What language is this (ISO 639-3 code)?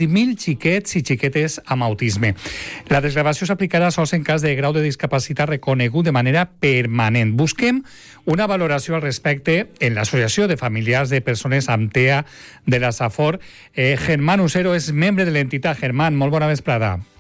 cat